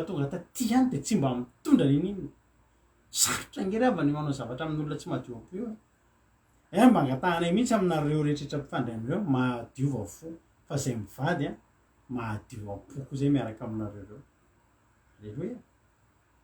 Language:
Malagasy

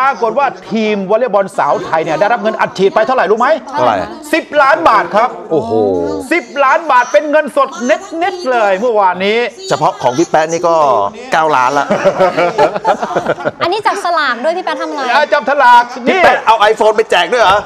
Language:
Thai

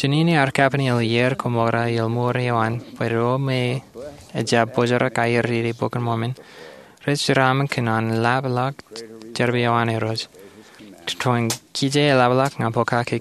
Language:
Marshallese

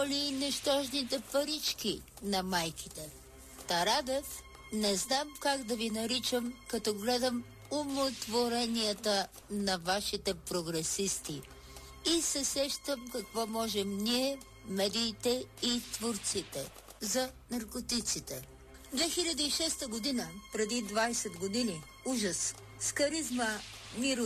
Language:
Bulgarian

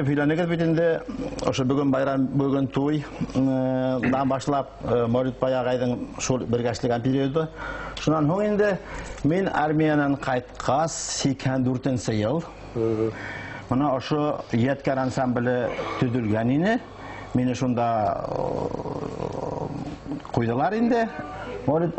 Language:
Bashkir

